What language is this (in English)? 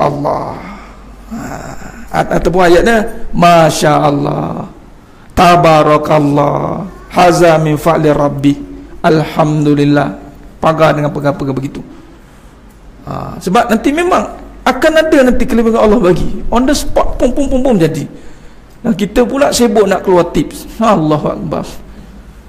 Malay